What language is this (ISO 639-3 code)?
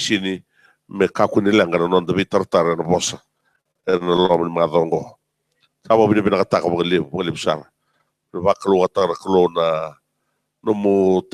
fij